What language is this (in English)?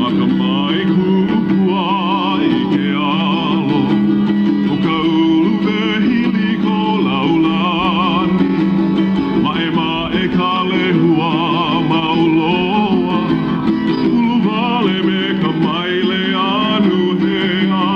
Hawaiian